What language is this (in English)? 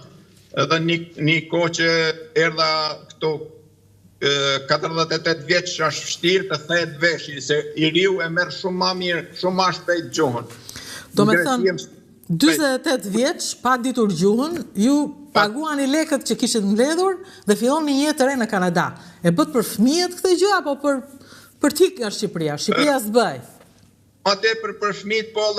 Albanian